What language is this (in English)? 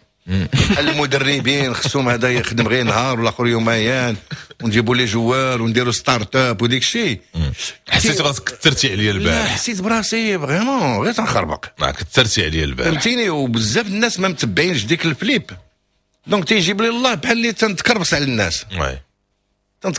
Moroccan Arabic